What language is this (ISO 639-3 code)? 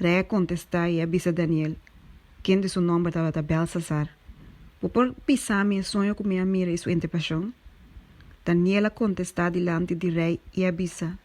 pap